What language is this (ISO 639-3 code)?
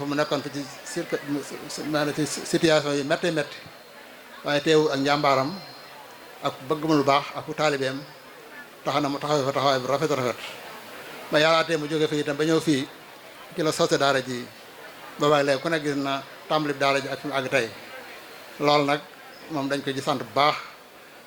wol